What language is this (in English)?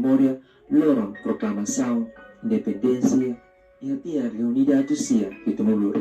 Tetum